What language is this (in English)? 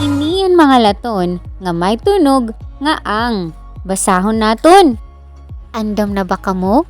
Waray